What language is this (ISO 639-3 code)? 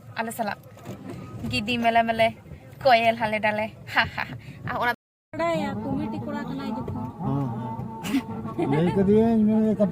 sat